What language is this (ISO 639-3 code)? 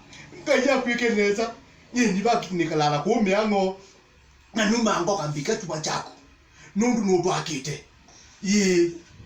kam